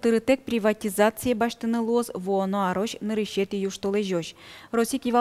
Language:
Udmurt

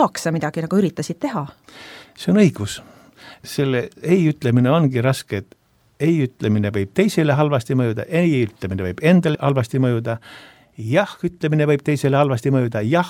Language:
Estonian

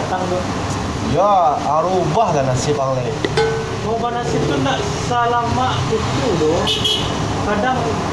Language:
Minangkabau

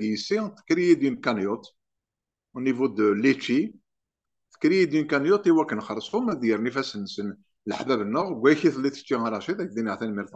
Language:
Kabyle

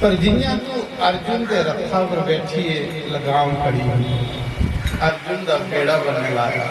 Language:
Dogri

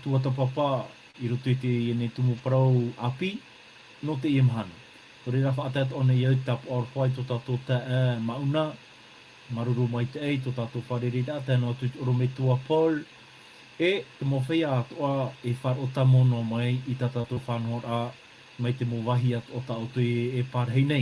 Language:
Tahitian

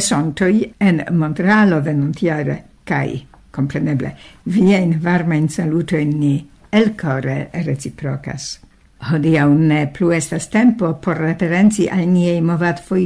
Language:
Esperanto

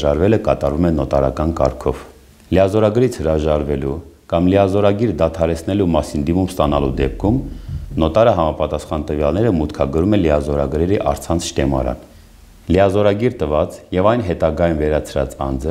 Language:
Armenian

